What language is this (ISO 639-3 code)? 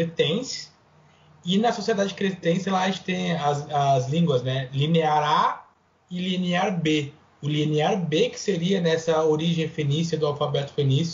por